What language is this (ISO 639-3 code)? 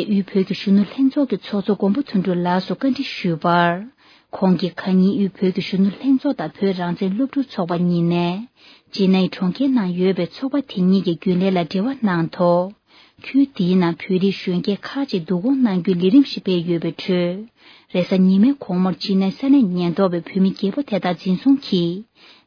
bod